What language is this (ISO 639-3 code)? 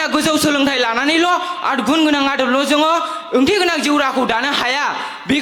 brx